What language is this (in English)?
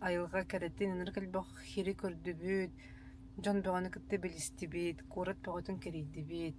Yakut